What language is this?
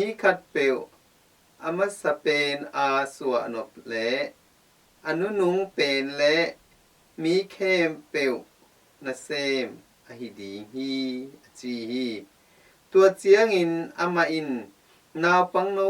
Tedim Chin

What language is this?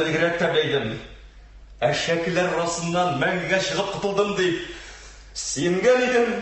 Tatar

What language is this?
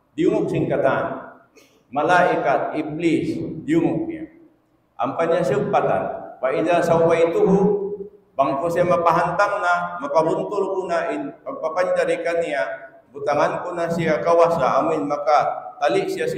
Tausug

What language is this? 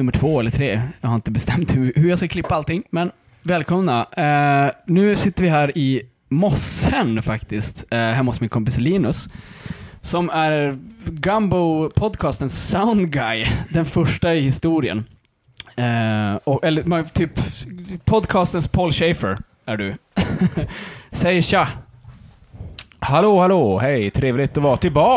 Swedish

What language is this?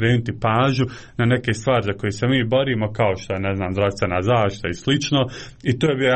Croatian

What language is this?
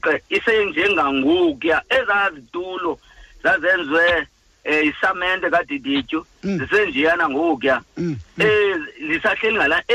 Xhosa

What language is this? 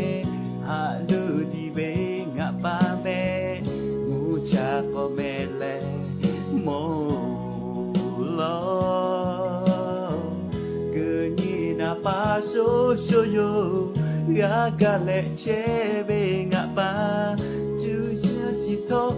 Lahu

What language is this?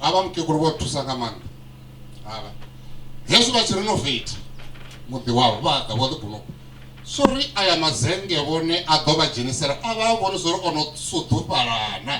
Venda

